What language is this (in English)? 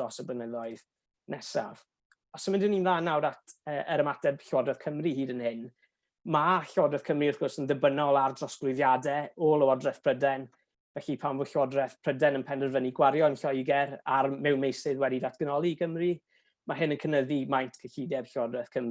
Welsh